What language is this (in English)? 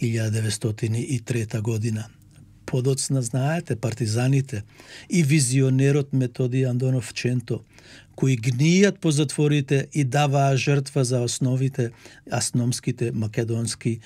Macedonian